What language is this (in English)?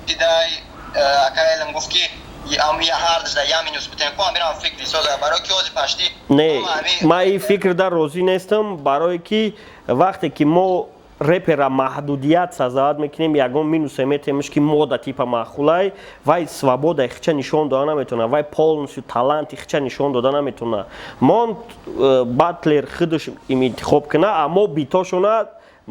Tajik